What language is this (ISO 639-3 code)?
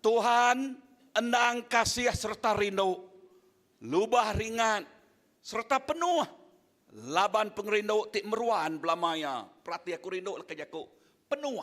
iba